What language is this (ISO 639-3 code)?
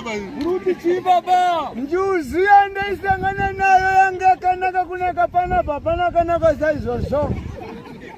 sna